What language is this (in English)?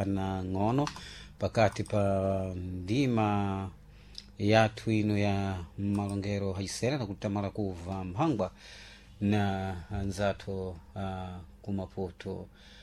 Sena